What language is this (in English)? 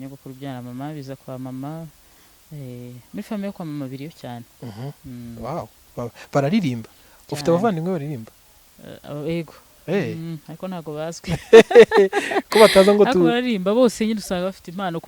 Kinyarwanda